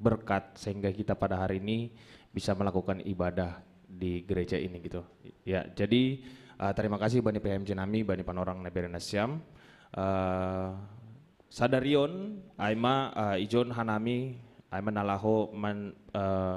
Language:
Batak Simalungun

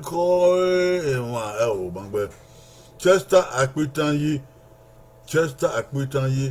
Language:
Bini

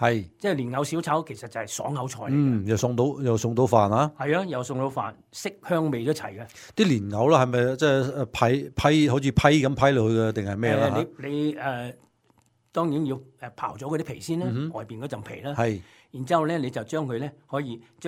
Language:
Cantonese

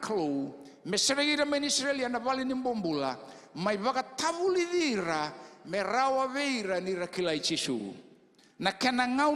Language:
Fijian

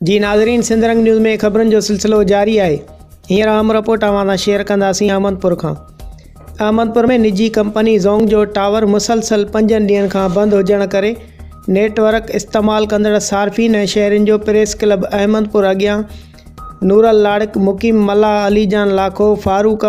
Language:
Sindhi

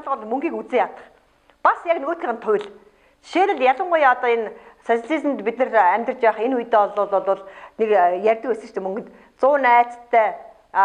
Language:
Mongolian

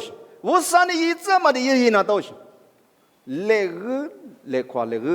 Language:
Lisu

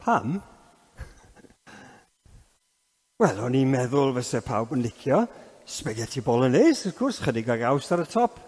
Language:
Welsh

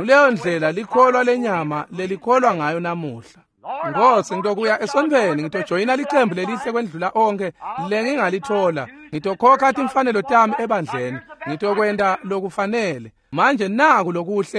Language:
Swati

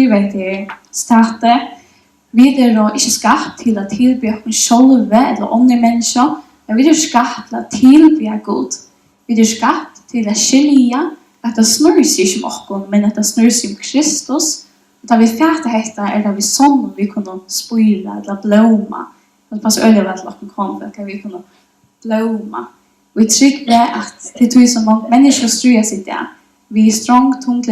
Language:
Faroese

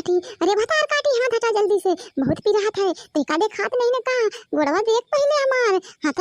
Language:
Awadhi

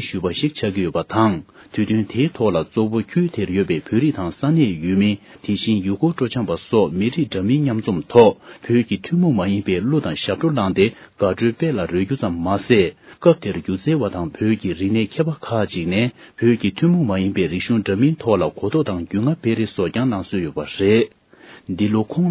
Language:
Tibetan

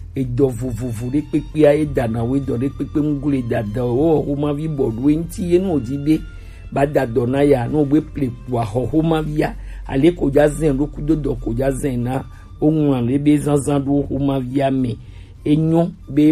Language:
Gen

